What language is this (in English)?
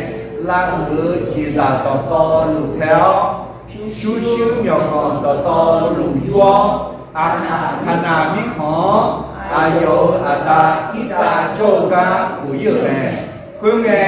Akha